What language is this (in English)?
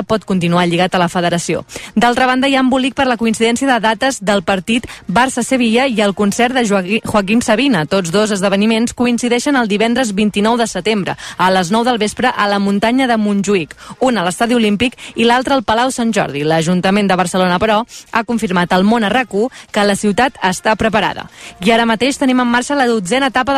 Catalan